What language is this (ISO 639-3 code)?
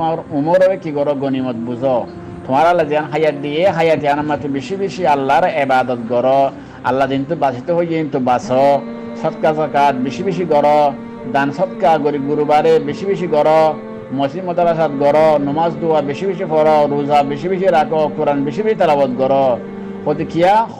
rhg